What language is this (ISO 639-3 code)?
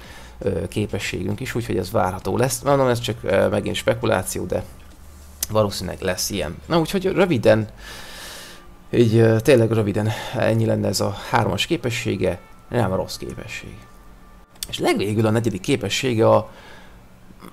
hun